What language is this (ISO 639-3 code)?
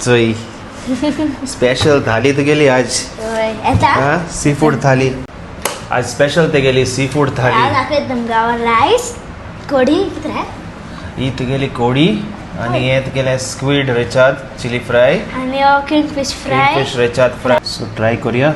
kok